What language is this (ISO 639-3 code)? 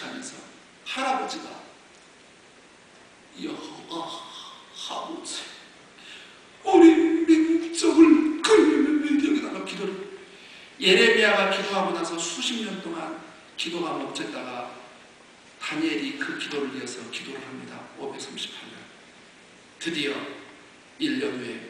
kor